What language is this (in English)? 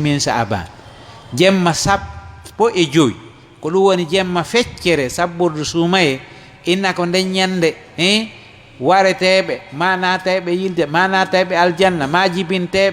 Fula